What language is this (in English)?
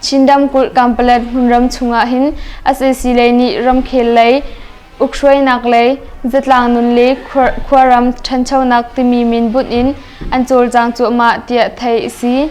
Hakha Chin